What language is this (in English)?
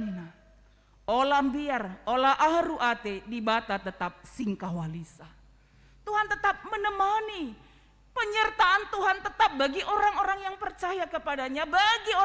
Batak Karo